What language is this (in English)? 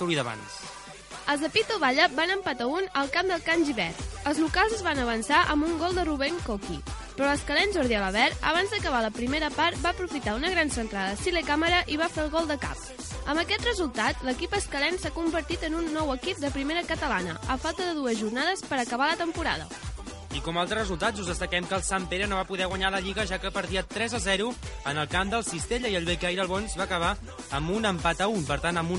Catalan